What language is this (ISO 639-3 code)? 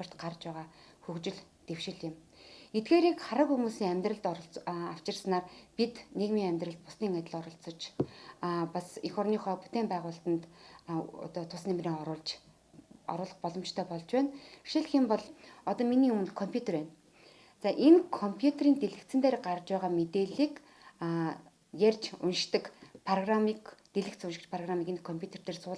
mon